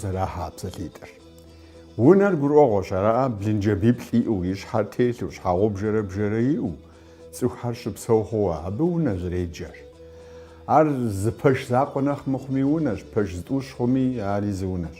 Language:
Kabardian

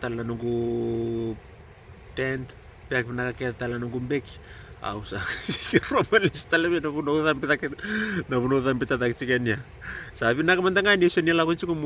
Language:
Fijian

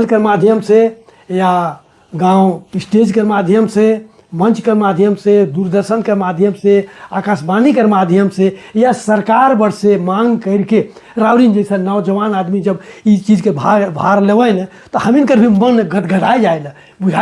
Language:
Sadri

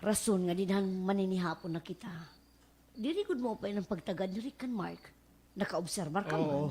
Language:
Waray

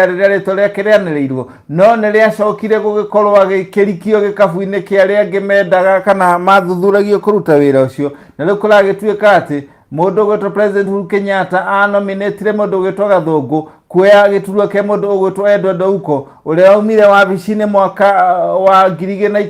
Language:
Kikuyu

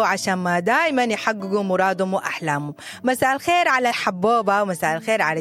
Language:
Sudanese Arabic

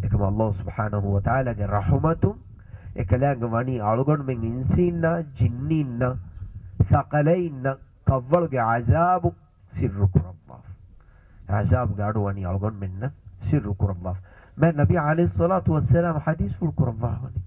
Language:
Divehi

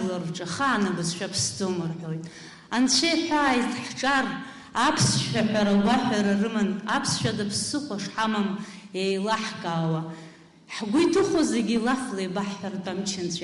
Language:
Abkhazian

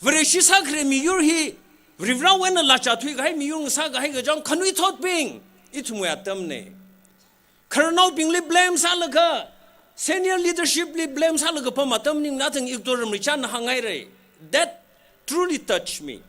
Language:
Tangkhul Naga (India)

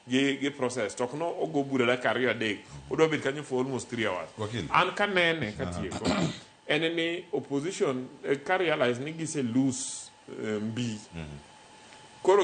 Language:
Luo (Kenya and Tanzania)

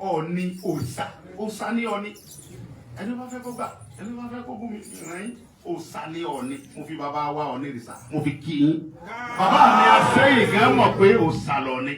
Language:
Yoruba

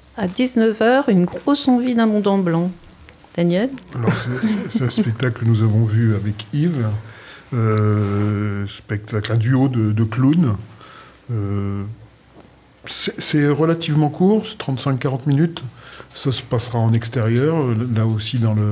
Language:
French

